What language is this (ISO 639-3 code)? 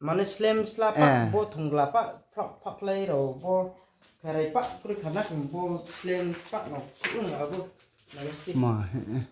ria